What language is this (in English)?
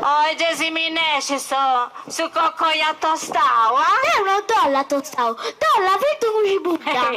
Sardinian